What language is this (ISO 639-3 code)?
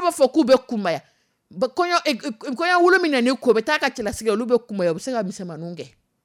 dyu